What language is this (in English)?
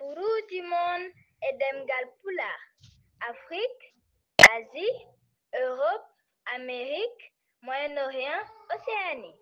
Fula